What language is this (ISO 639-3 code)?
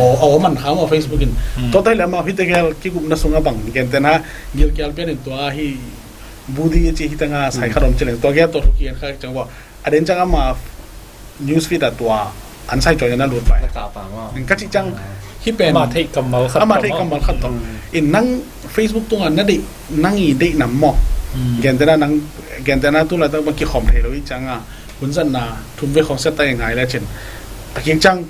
ctd